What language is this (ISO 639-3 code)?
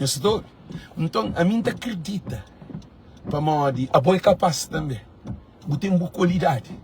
kea